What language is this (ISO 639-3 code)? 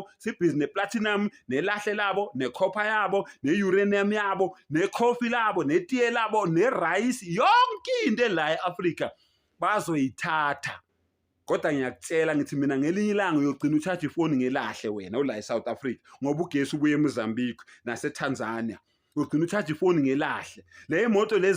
zul